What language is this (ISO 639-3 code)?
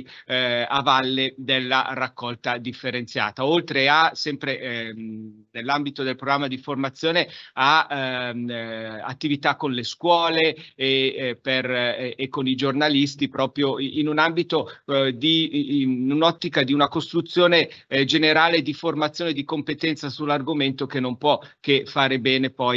ita